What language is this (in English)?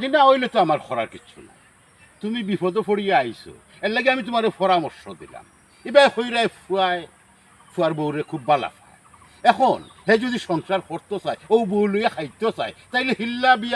Sylheti